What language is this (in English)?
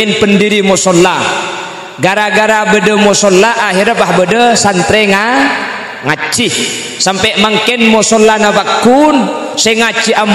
Madurese